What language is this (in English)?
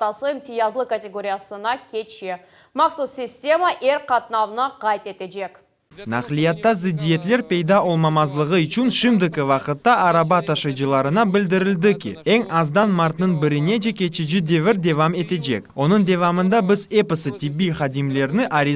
Crimean Tatar